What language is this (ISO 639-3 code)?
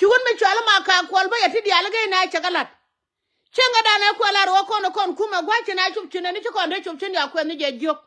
nus